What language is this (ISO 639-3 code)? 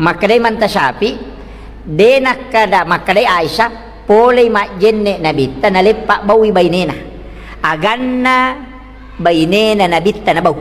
bug